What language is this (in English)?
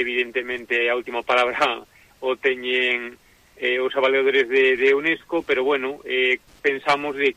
Galician